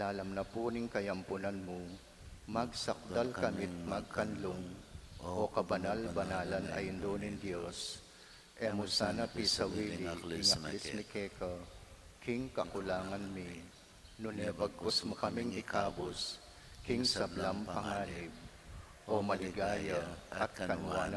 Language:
Pampanga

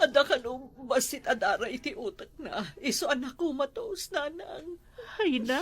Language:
Iloko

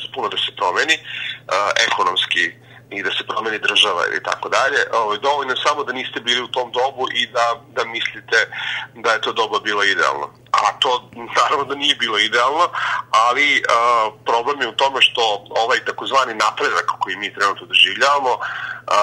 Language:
Serbian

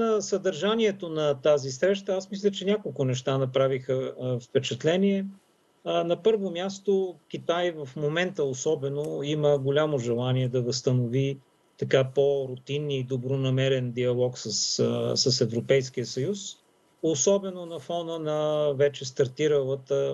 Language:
Bulgarian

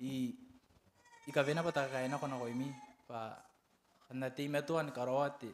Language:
Gilbertese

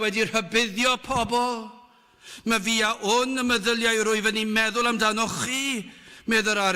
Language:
Welsh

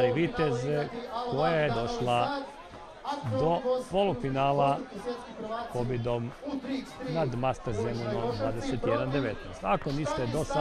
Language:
Croatian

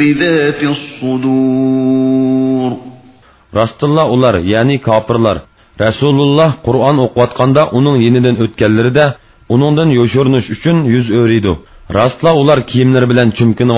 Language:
Uyghur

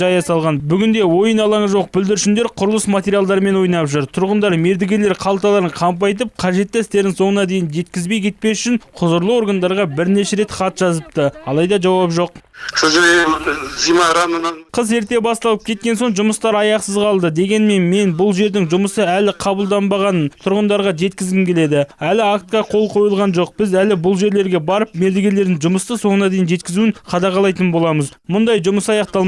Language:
Kazakh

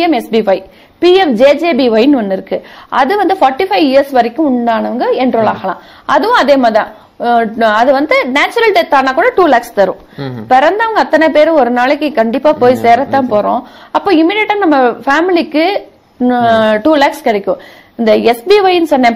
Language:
Tamil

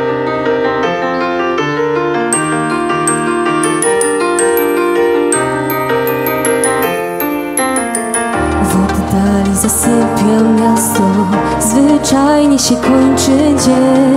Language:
Polish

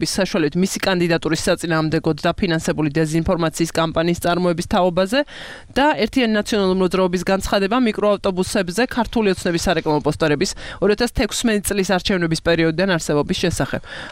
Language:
Georgian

